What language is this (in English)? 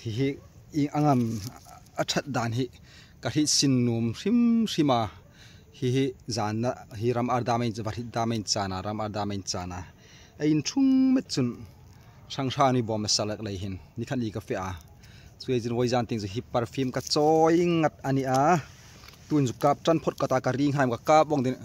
Hmar